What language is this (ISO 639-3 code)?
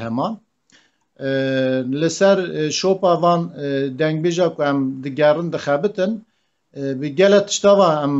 kur